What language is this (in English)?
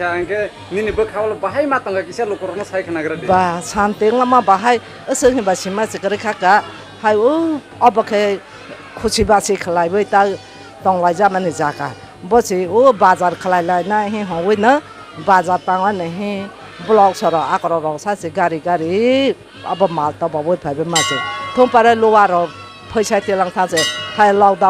Kok Borok